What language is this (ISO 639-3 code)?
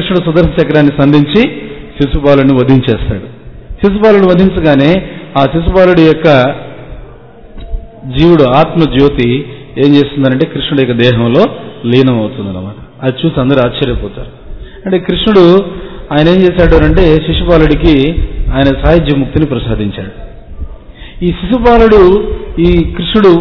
tel